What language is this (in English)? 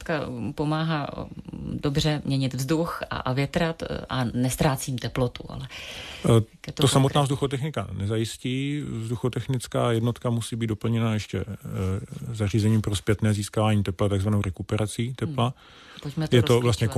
Czech